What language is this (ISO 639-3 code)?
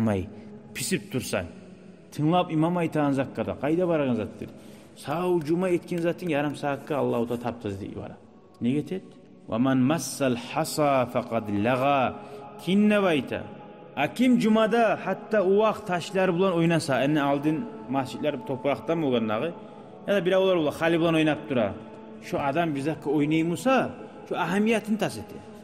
kum